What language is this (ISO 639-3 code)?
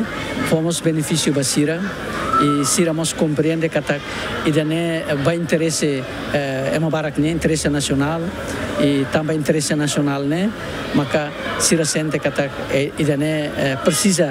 tet